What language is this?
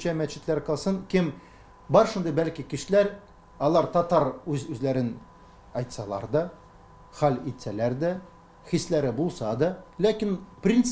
Tatar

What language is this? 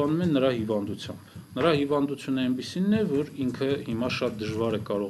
Armenian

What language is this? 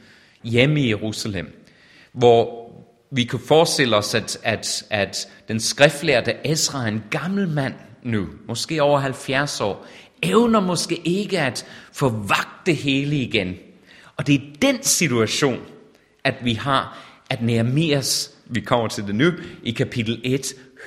Danish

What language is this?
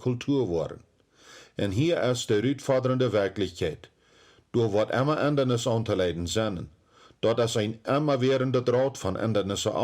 Plautdietsch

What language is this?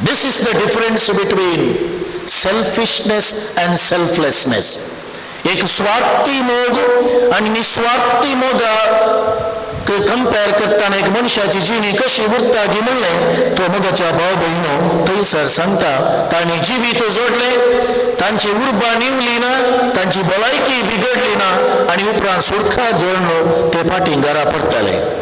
Konkani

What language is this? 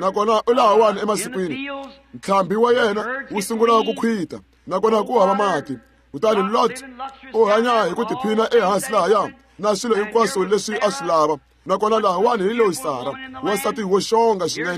Tsonga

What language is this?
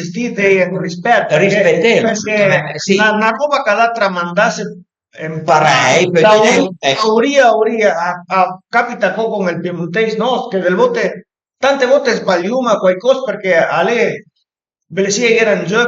Piedmontese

